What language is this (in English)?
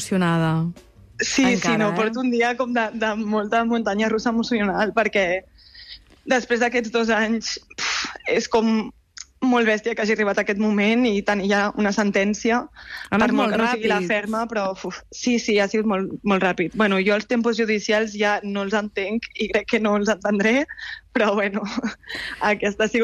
Catalan